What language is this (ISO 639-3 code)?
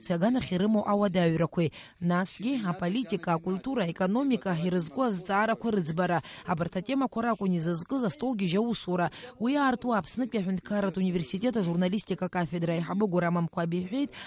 abk